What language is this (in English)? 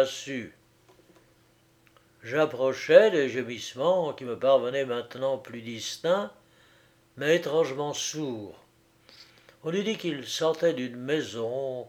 French